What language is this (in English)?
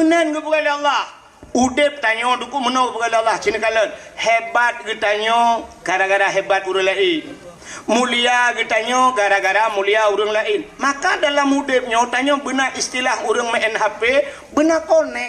Achinese